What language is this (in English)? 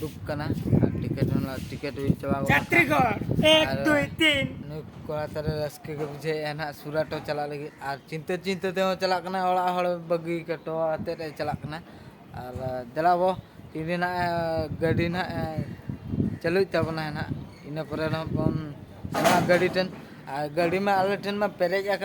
Santali